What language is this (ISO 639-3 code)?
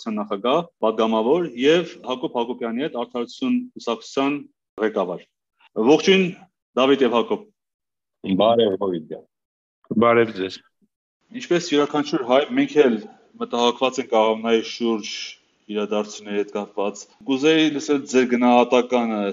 hye